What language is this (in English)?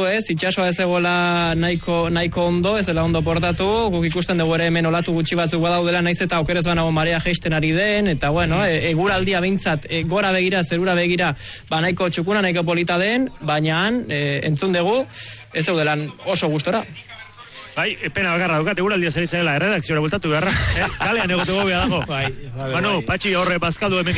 Basque